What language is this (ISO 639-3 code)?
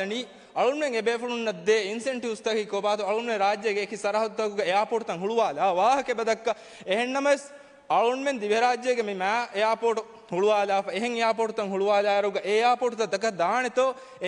div